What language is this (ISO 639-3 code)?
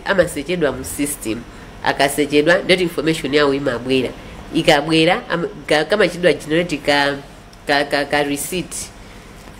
nya